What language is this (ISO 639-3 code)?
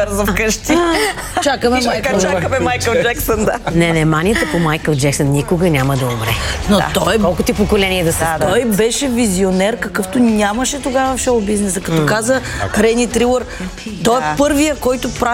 bul